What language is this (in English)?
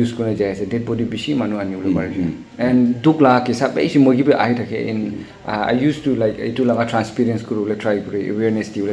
Naga Pidgin